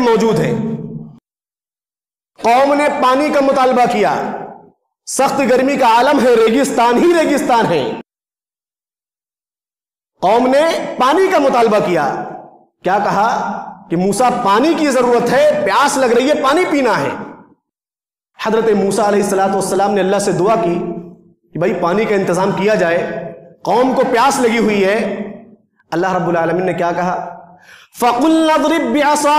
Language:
Urdu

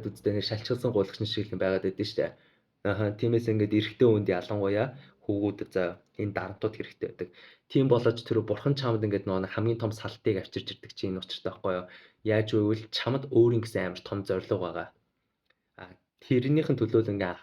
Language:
Mongolian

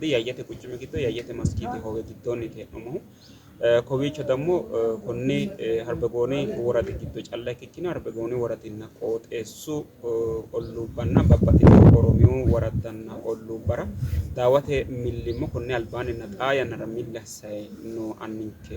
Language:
Sidamo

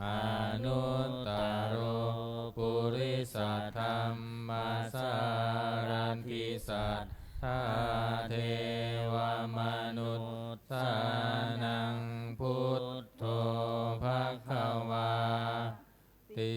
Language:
Pali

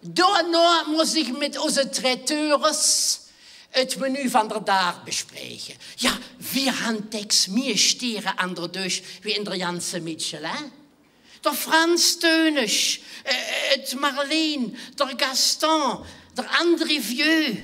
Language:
Limburgish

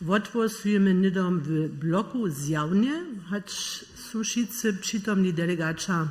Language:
Upper Sorbian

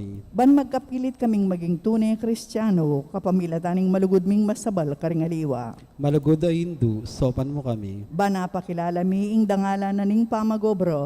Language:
Pampanga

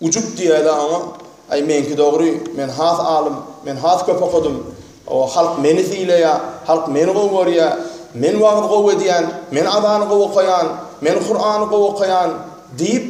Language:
Turkmen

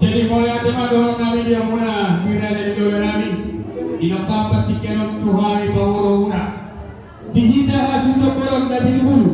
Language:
Batak Toba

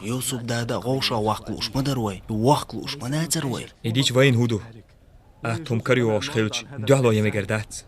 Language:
Chechen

